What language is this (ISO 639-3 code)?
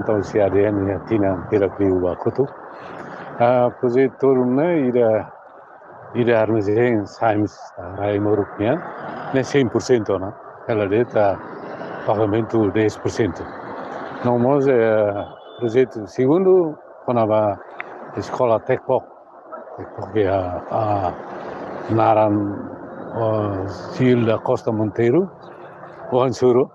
tet